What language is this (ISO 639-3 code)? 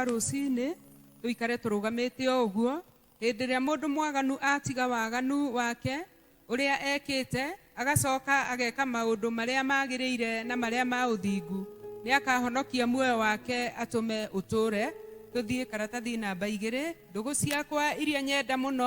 kik